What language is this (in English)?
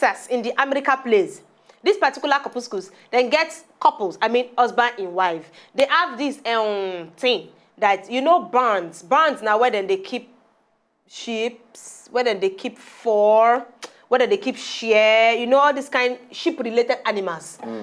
Nigerian Pidgin